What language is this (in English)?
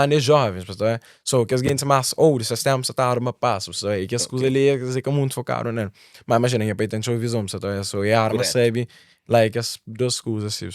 Kabuverdianu